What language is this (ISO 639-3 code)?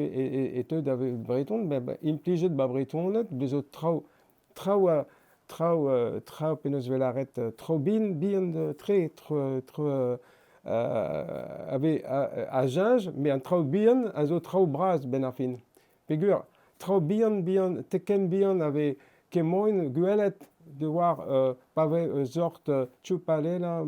bre